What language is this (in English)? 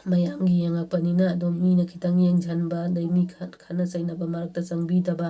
Manipuri